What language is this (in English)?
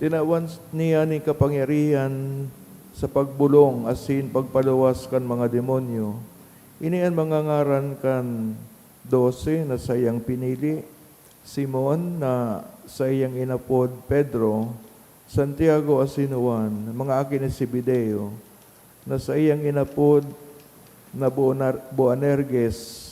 Bikol